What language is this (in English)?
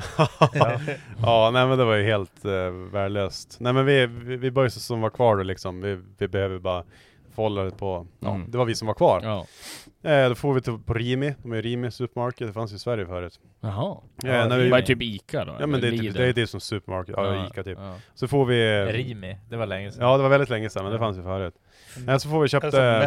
Swedish